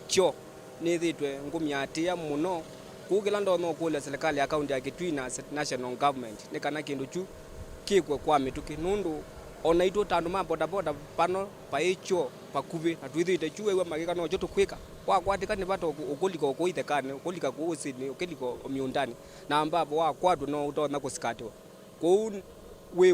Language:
Kamba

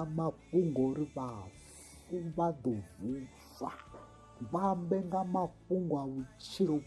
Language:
Venda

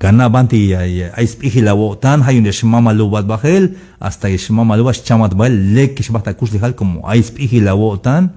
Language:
Tzeltal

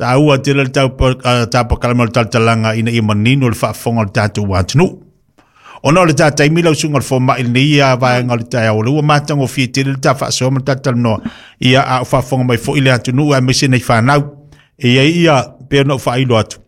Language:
Samoan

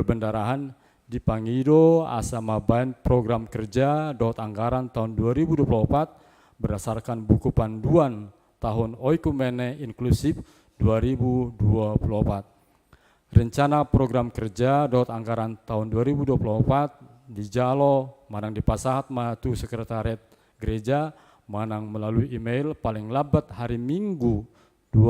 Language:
Batak Toba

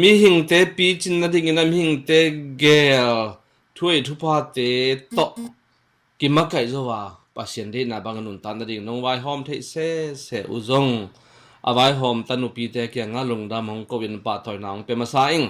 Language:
Tedim Chin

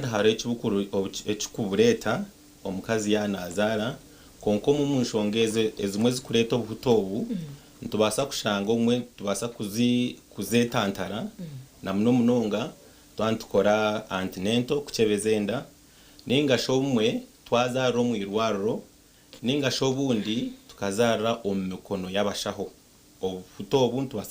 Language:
Nyankole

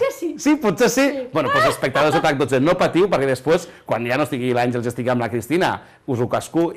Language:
Catalan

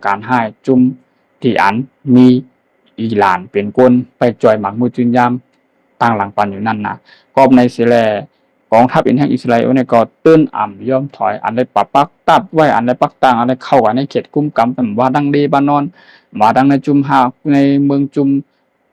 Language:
Shan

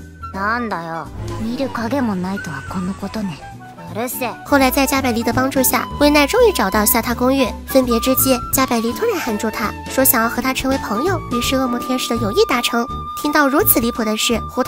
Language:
Chinese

